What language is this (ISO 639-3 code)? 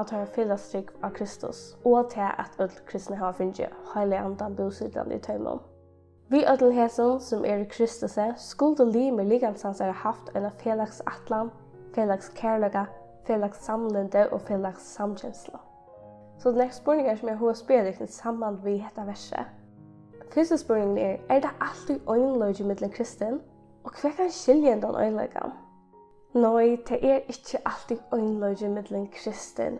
fao